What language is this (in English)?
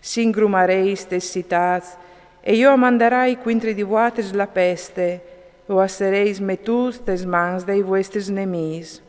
Friulian